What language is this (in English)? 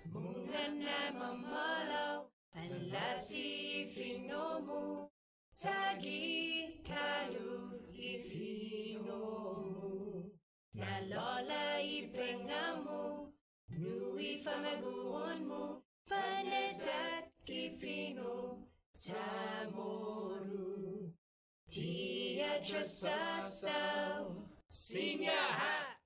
Chamorro